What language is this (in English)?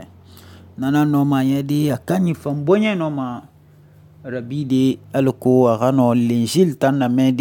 Susu